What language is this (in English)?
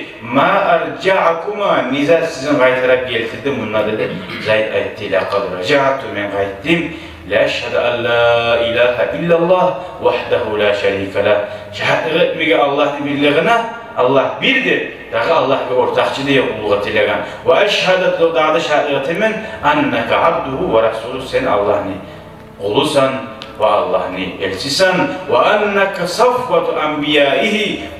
Kumyk